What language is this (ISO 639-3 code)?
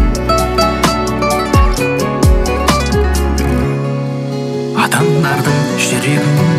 kaz